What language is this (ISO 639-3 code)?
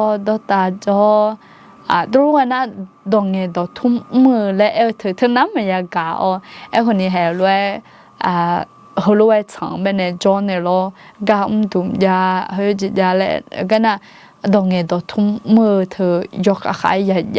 ahk